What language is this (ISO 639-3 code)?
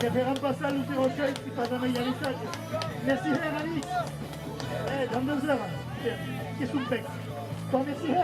oci